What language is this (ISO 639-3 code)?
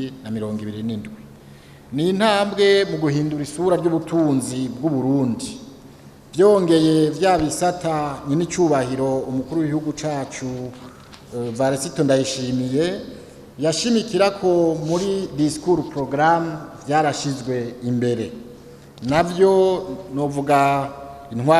run